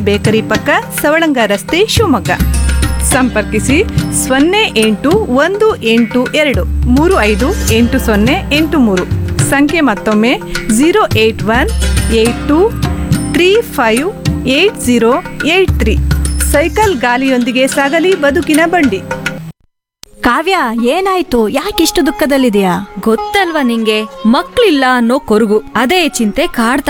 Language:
Kannada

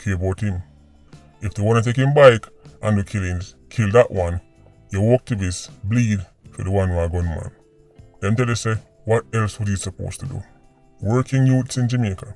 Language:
Jamaican Creole English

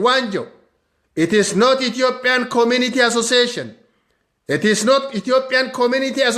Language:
Oromo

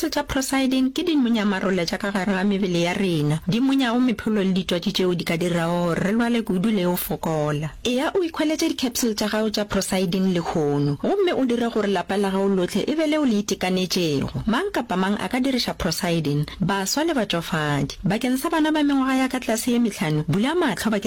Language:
Northern Sotho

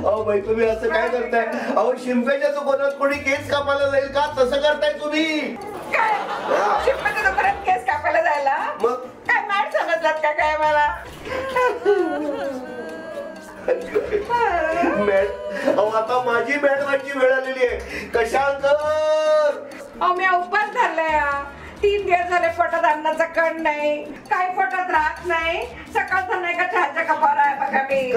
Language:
Marathi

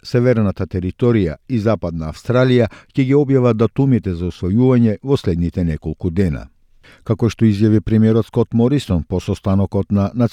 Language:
Macedonian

